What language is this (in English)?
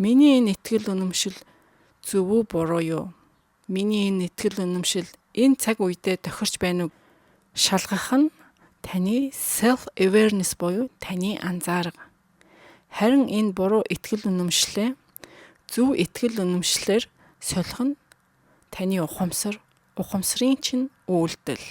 Mongolian